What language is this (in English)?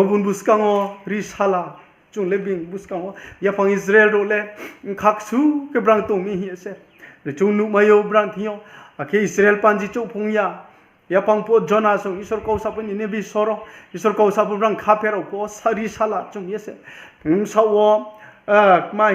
Riang (India)